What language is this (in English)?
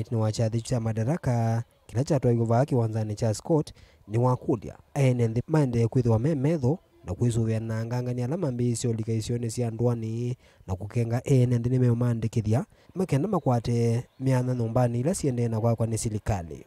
Kamba